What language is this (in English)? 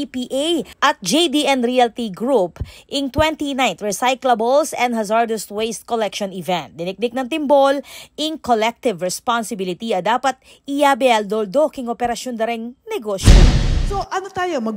Pampanga